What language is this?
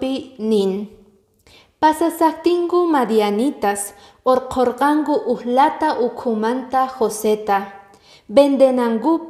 Quechua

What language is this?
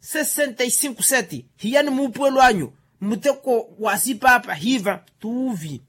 Makhuwa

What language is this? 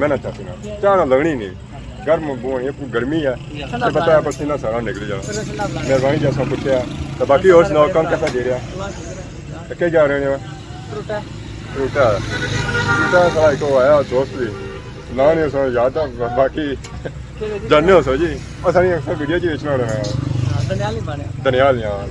Pahari-Potwari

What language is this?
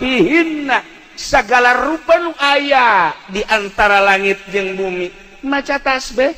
Sundanese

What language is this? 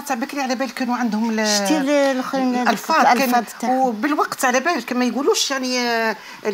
Algerian Arabic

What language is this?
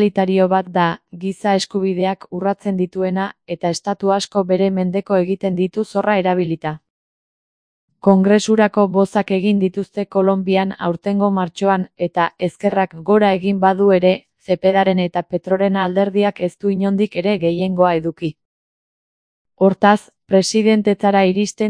Basque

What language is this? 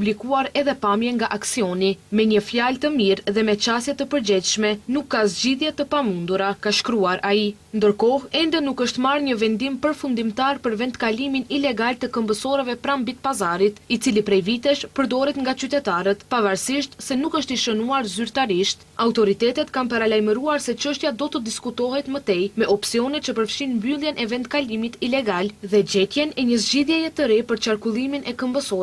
Albanian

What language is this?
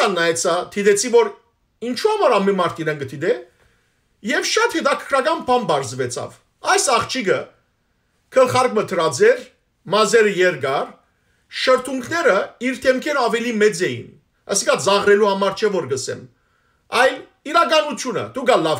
Western Armenian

